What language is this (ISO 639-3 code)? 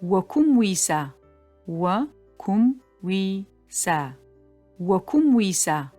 ady